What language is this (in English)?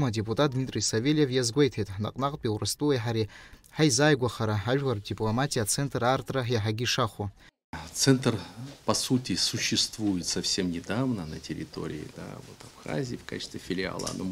Abkhazian